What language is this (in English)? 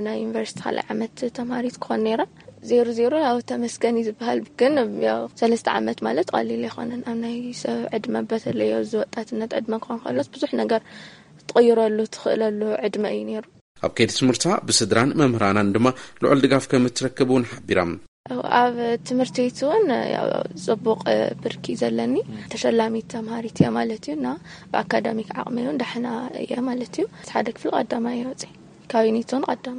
Tigrinya